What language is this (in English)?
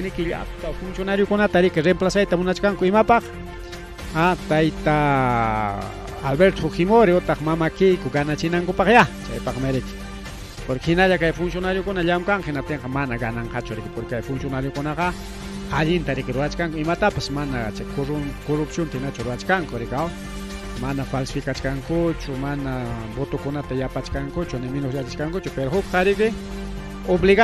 Ayacucho Quechua